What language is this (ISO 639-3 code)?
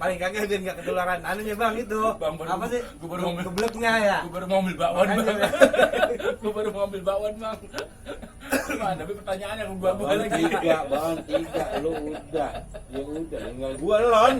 bew